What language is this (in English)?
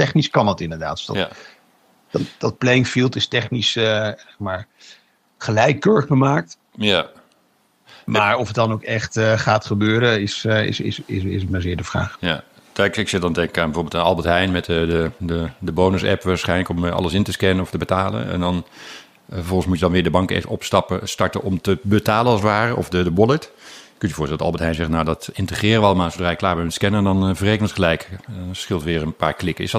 Dutch